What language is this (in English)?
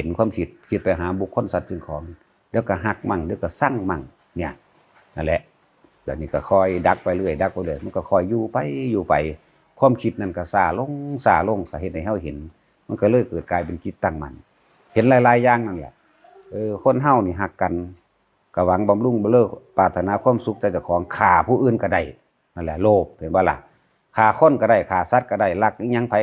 Northeastern Thai